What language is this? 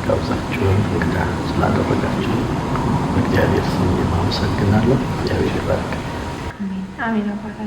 Amharic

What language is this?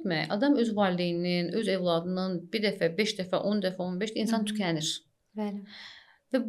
Azerbaijani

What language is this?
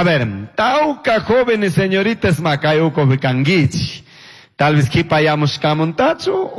Chimborazo Highland Quichua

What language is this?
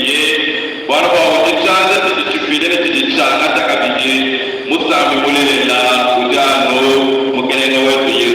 Luba-Lulua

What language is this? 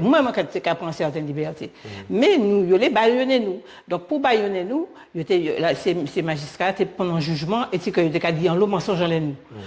Guadeloupean Creole French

